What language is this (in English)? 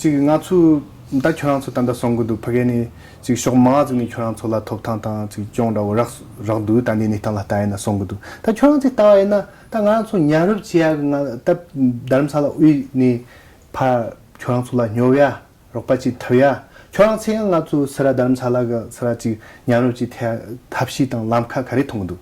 Tibetan